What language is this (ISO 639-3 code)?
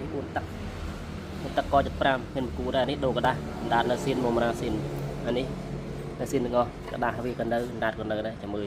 khm